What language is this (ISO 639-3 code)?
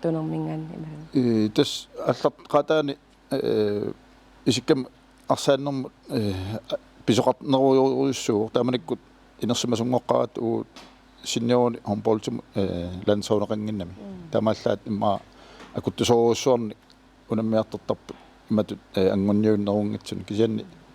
kal